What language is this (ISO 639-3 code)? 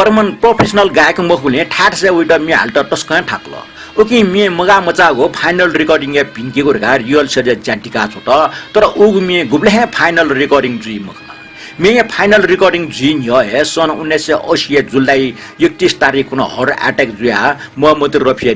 new